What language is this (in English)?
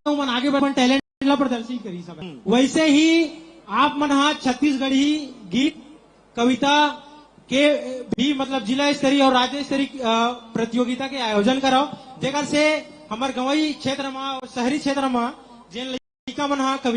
Chhattisgarhi